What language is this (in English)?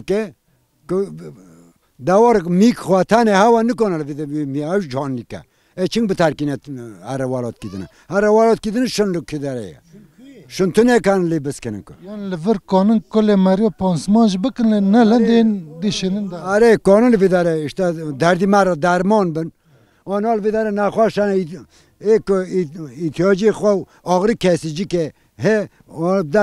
Kurdish